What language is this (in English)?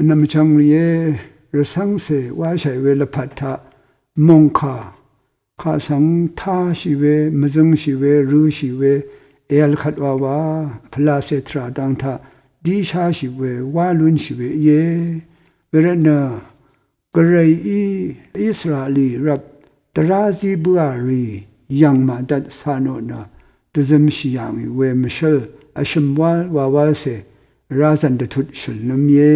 Rawang